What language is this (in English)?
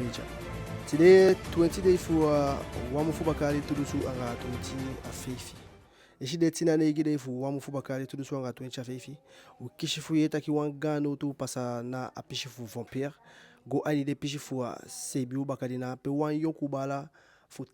Eastern Maroon Creole